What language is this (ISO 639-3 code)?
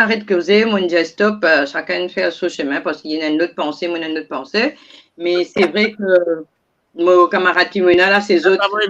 mfe